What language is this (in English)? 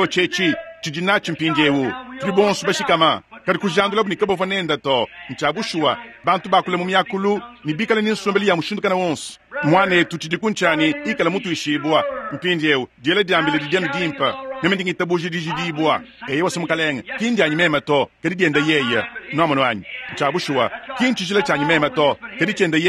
Luba-Lulua